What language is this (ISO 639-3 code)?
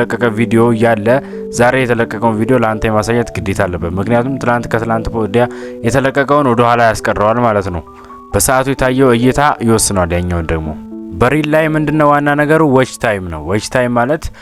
amh